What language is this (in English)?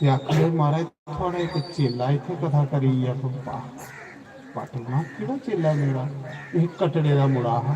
Dogri